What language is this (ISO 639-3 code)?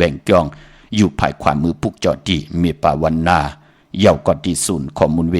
shn